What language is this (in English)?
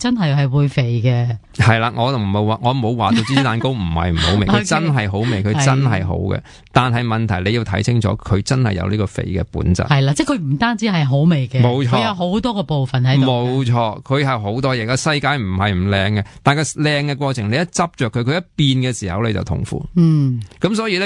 Cantonese